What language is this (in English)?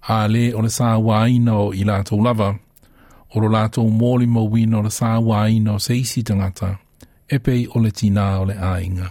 Samoan